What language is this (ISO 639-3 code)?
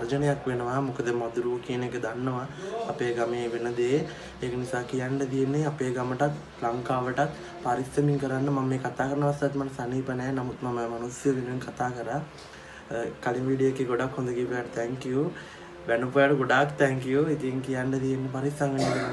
sin